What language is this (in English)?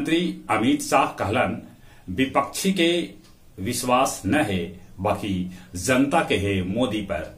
Magahi